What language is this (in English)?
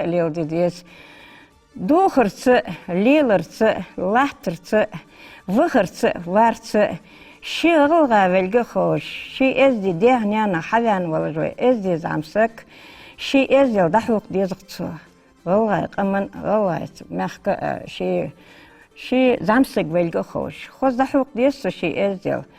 Ingush